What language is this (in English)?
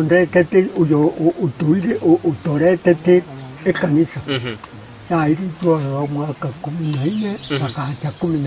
Gusii